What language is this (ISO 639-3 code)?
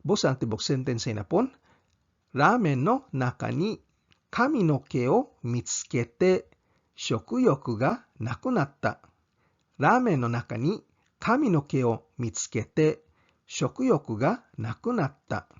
ceb